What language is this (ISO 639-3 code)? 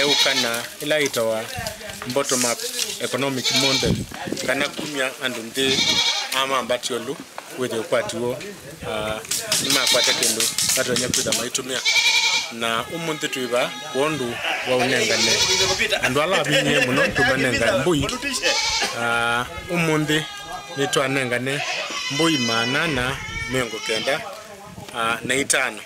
kam